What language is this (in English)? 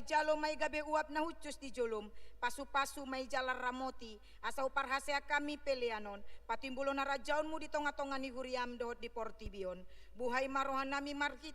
Batak Toba